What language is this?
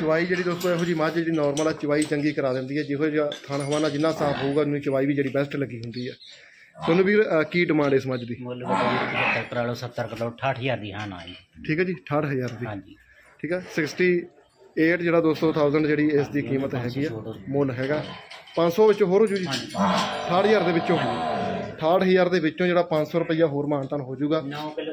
Punjabi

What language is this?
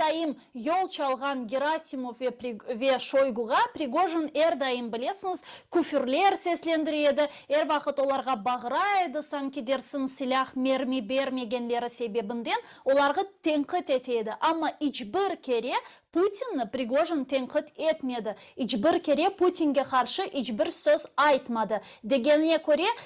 Crimean Tatar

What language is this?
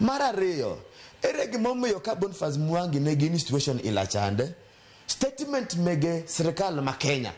Luo (Kenya and Tanzania)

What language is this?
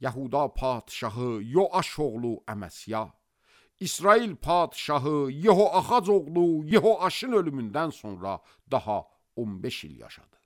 Azerbaijani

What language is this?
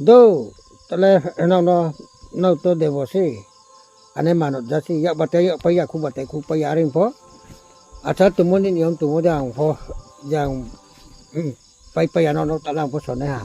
Riang (India)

